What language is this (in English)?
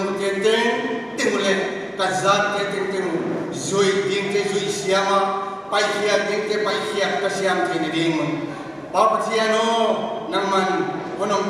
Paite Chin